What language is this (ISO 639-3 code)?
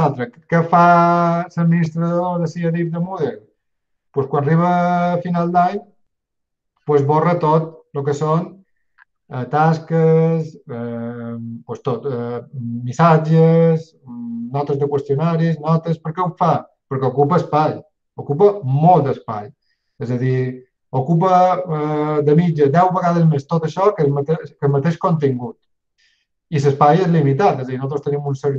cat